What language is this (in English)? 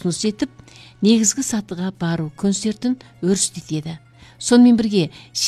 Kazakh